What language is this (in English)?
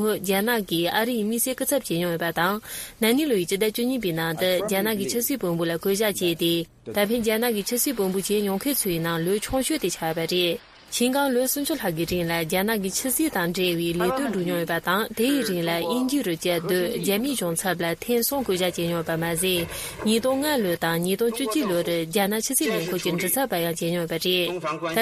Tibetan